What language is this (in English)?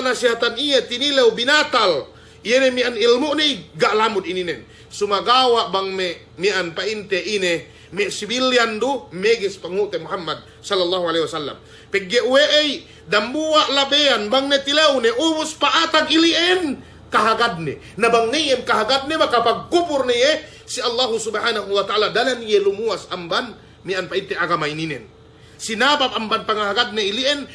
Yakan